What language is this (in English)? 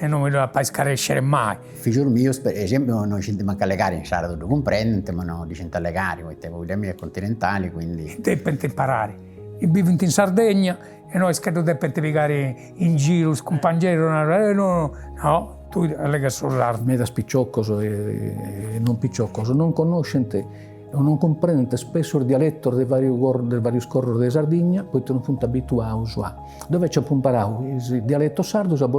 Sardinian